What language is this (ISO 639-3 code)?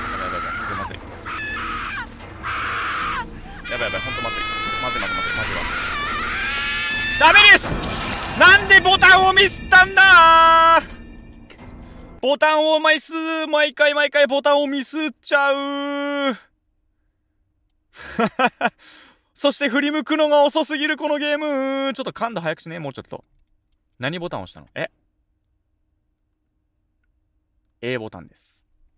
jpn